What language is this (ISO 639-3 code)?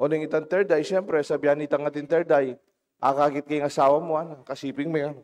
pam